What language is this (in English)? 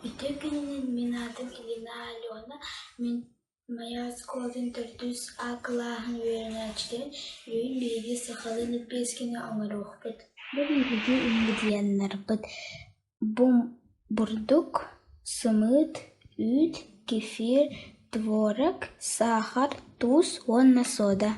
Yakut